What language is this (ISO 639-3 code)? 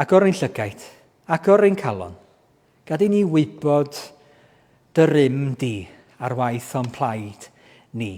cym